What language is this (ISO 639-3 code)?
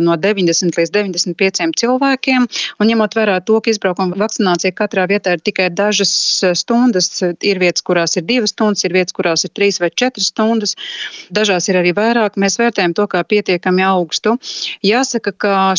lav